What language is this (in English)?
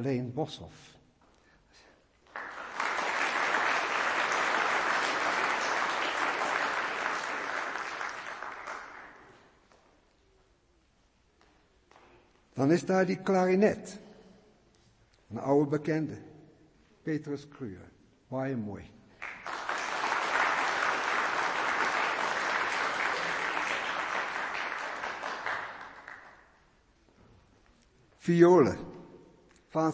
Afrikaans